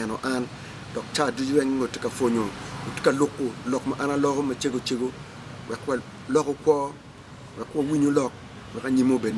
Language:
Acoli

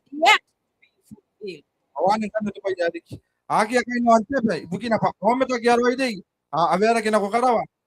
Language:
Gilbertese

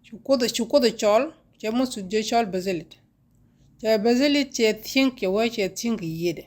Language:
Nuer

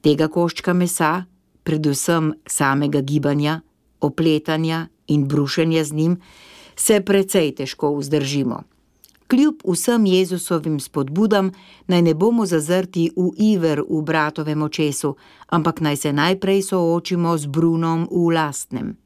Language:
Slovenian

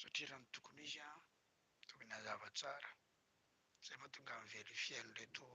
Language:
Malagasy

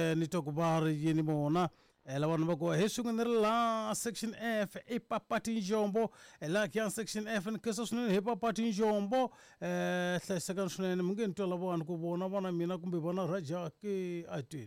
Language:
Tsonga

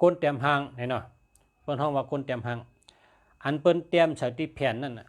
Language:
Shan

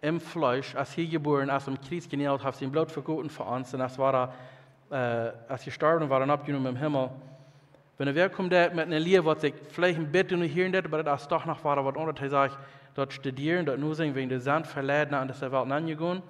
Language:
Plautdietsch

